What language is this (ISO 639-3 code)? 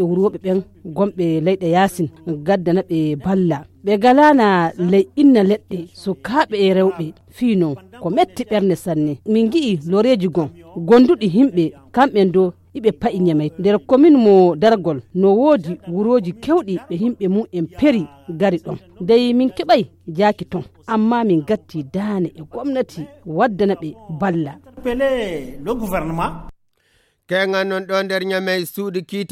ful